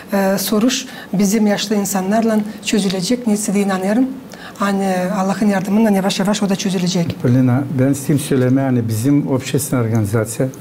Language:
Gagauz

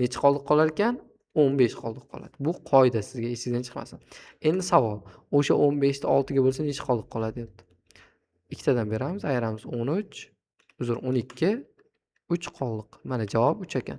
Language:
Uzbek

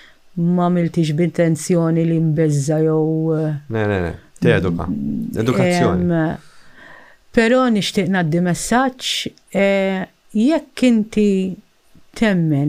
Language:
Maltese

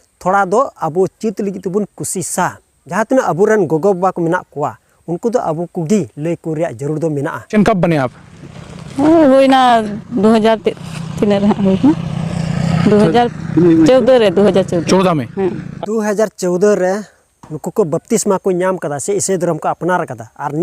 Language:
Santali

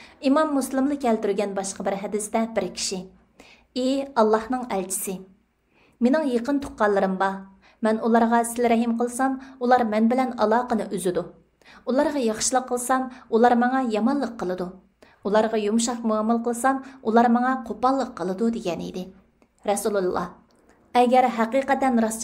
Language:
Uyghur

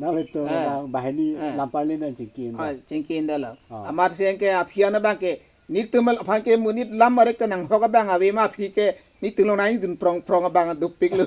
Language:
Karbi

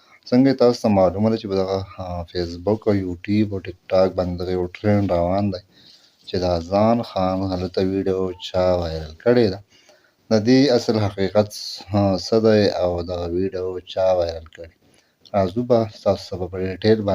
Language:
Pashto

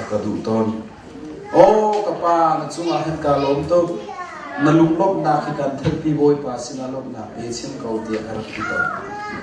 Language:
Hakha Chin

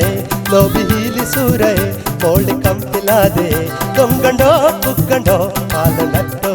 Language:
Divehi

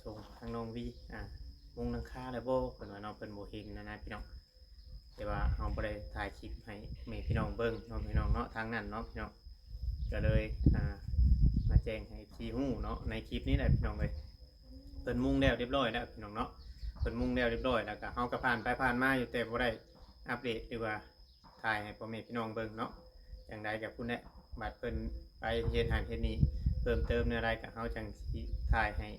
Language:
Northeastern Thai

